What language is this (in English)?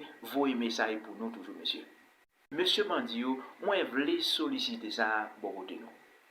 Haitian Creole